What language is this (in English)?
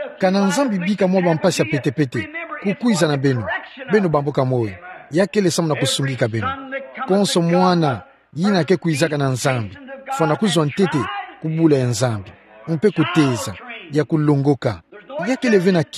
Kituba (Democratic Republic of Congo)